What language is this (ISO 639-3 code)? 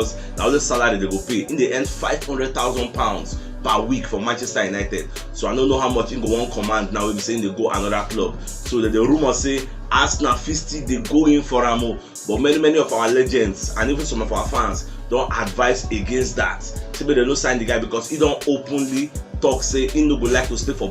pcm